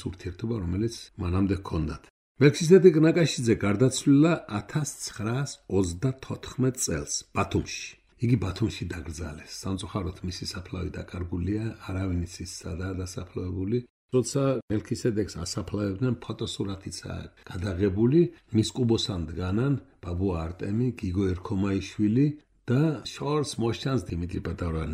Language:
Georgian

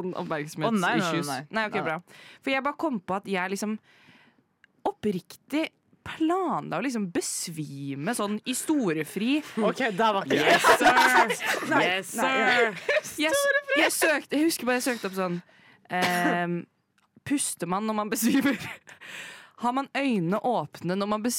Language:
Norwegian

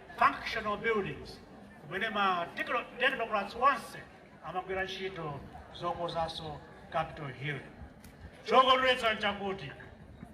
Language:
Nyanja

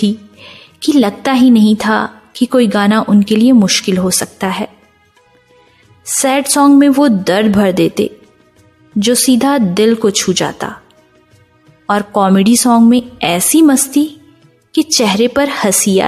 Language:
Hindi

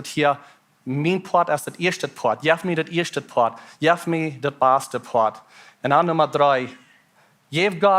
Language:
Plautdietsch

